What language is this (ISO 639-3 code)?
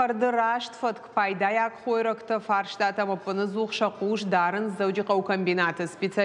oss